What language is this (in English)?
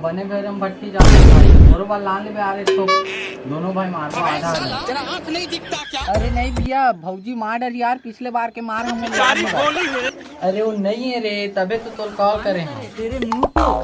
Chhattisgarhi